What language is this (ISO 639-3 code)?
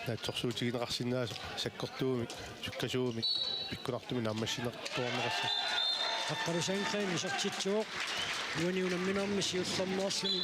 kal